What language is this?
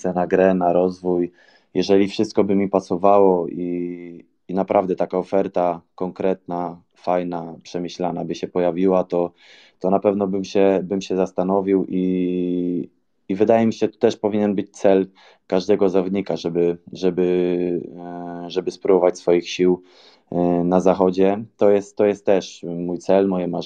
Polish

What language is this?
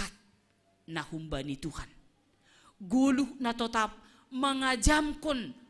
Batak Simalungun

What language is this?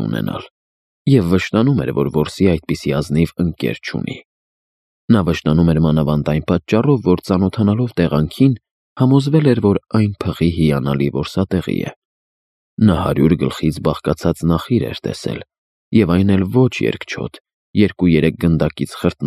Armenian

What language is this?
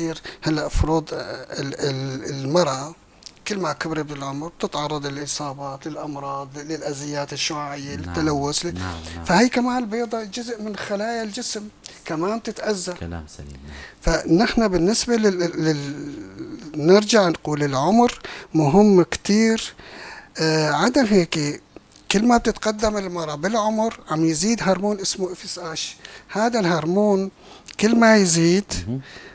North Levantine Arabic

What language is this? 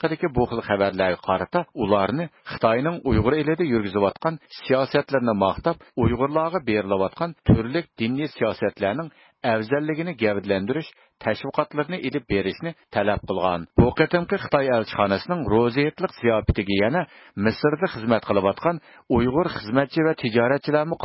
Uyghur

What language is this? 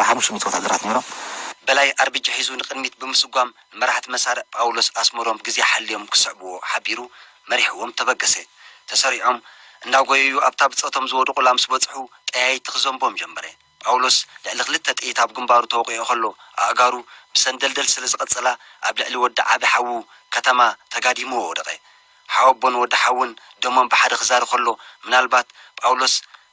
Tigrinya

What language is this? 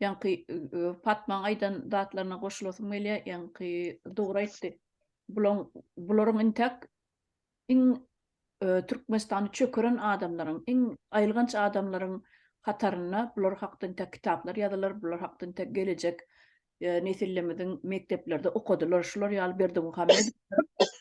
Turkmen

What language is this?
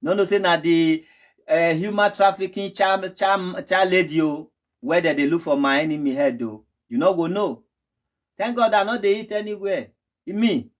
Nigerian Pidgin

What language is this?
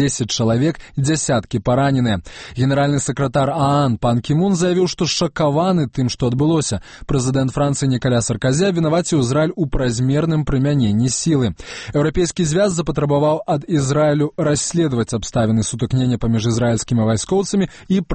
Belarusian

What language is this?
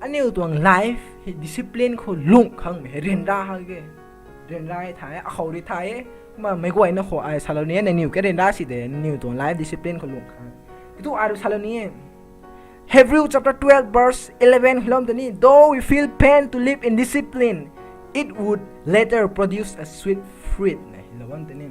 Rongmei Naga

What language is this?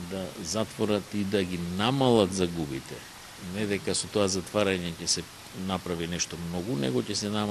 Macedonian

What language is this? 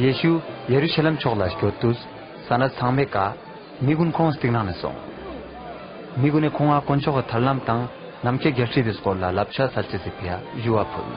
Ladakhi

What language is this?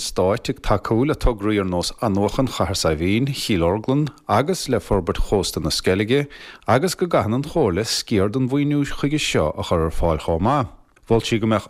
Irish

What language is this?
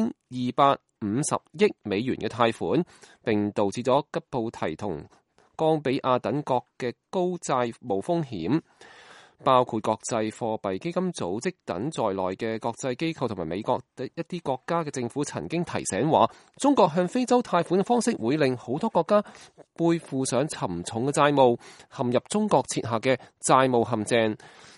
Cantonese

